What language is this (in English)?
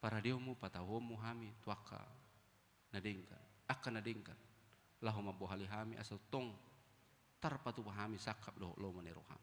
Batak Toba